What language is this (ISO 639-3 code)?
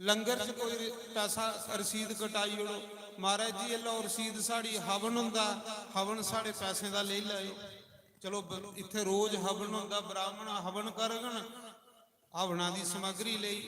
doi